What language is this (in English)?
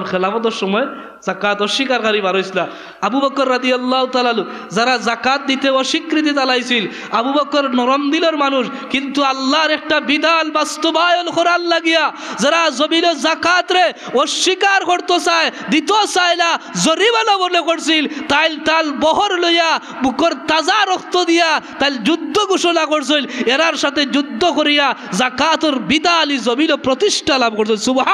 Sylheti